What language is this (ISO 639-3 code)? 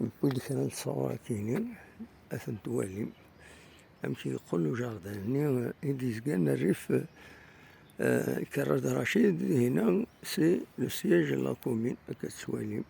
kab